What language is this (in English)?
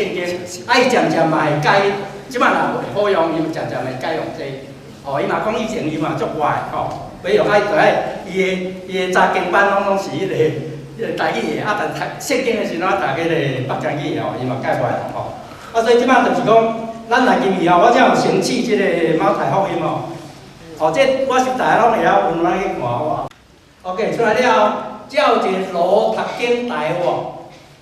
Min Nan Chinese